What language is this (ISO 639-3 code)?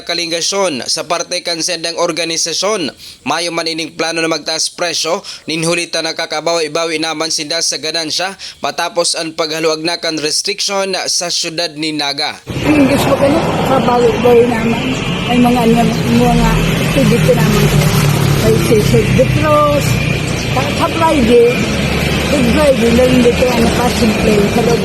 bik